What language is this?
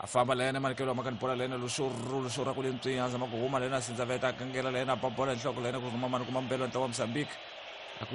Tsonga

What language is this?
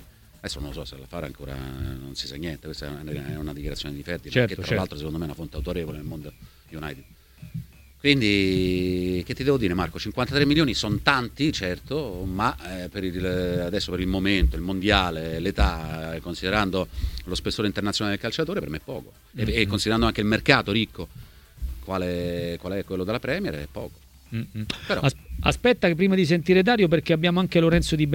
Italian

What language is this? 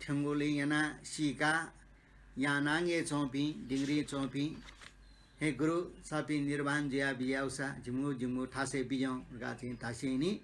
Newari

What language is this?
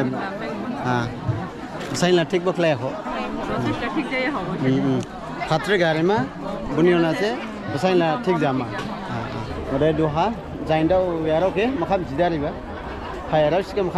Dimasa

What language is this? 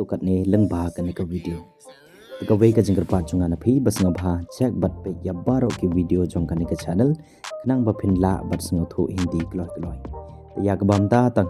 Khasi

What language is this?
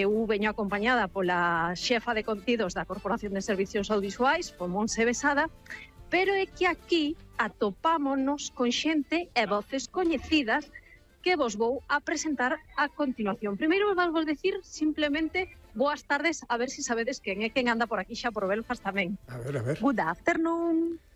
Galician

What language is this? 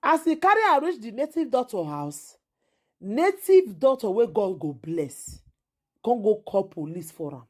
Nigerian Pidgin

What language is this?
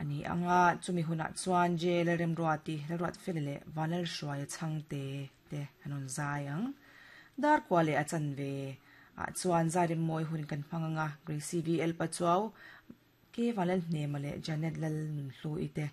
Mizo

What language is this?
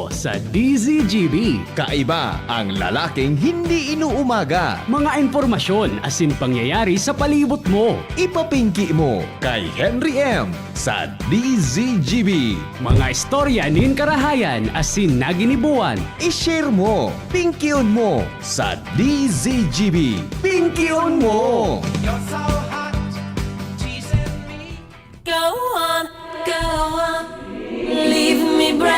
Bikol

